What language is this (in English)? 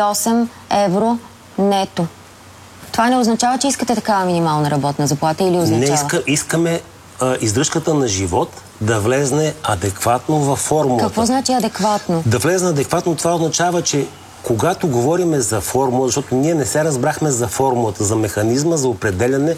Bulgarian